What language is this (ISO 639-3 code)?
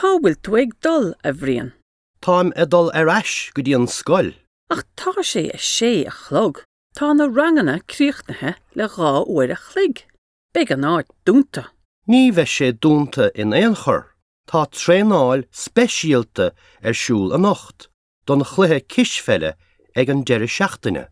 gle